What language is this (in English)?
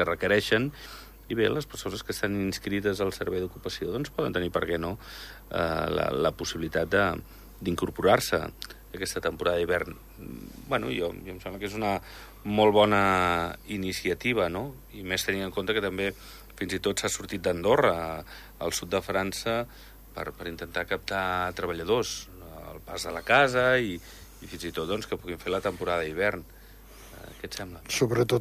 Catalan